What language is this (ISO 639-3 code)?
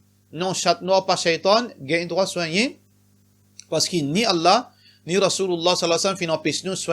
mfe